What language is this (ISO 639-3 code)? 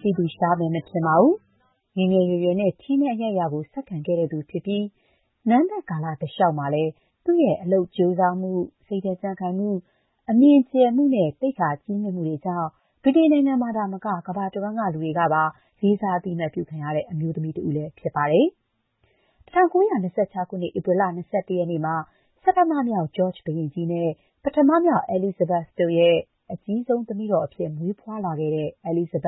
mya